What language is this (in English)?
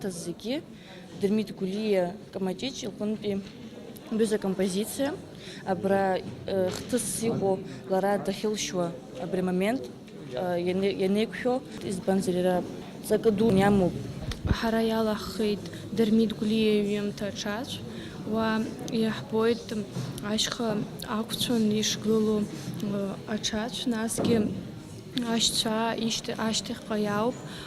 Abkhazian